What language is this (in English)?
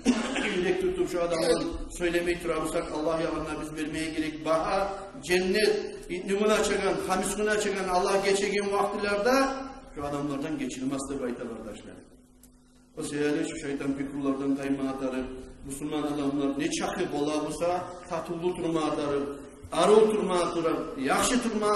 Kumyk